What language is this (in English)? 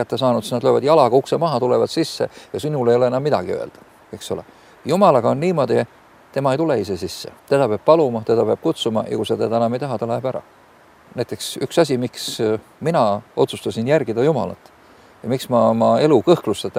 Estonian